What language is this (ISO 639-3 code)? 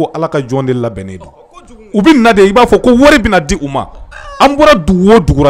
bam